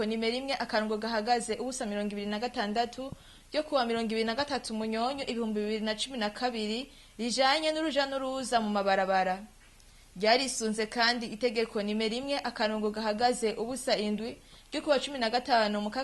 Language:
Rundi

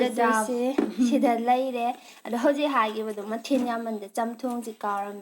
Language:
Manipuri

